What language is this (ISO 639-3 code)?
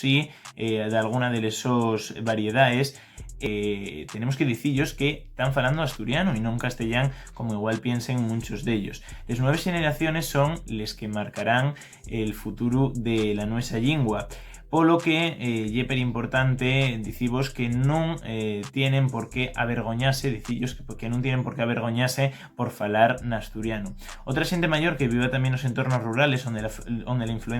ast